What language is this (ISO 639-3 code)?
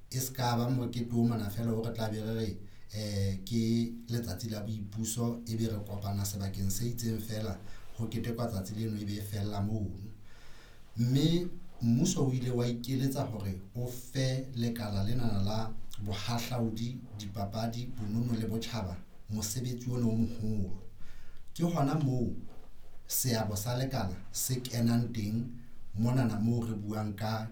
sot